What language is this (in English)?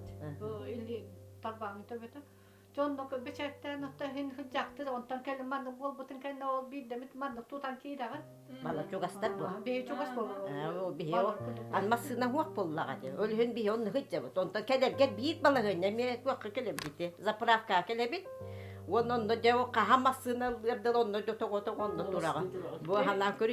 Yakut